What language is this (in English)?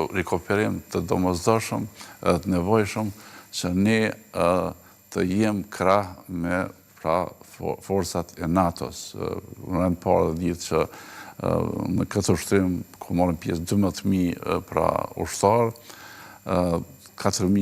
Albanian